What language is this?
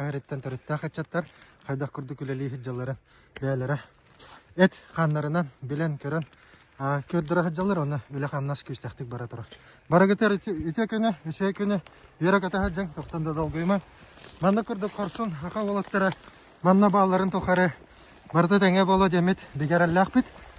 Yakut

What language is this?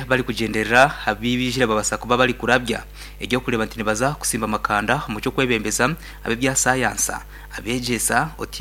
Nyankole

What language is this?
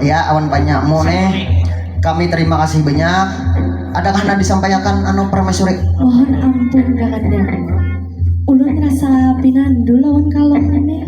Banjar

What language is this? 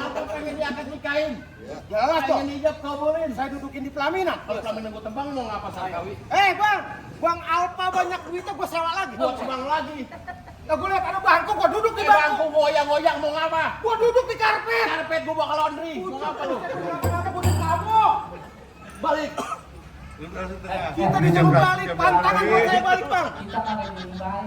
Betawi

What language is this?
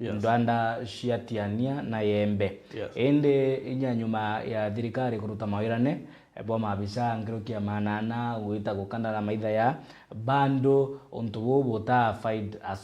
Meru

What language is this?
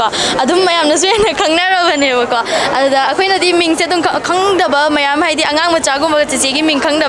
Manipuri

